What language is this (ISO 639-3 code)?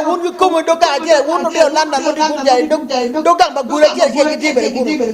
ach